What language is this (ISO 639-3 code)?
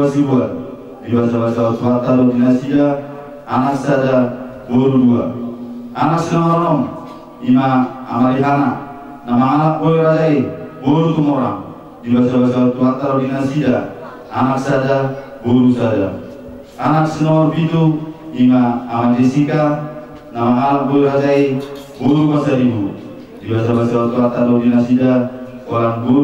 bbc